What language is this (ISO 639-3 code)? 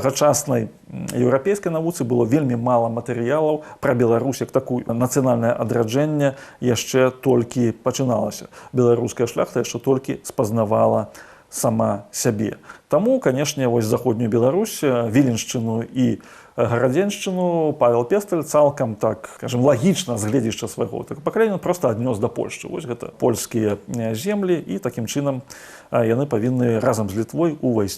bel